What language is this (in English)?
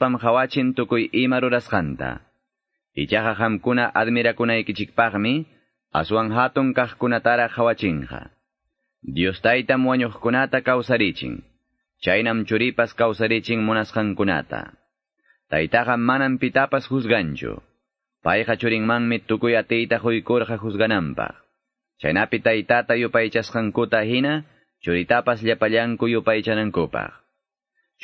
Quechua